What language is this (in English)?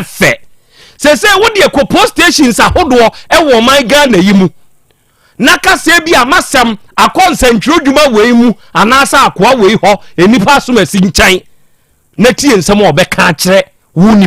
Akan